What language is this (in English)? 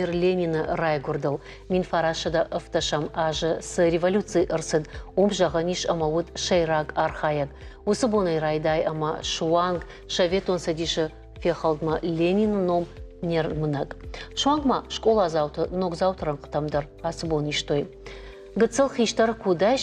Ossetic